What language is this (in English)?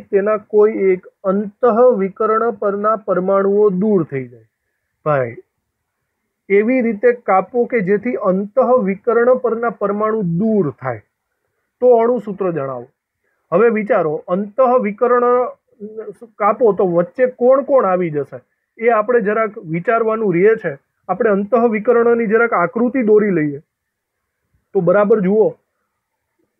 Gujarati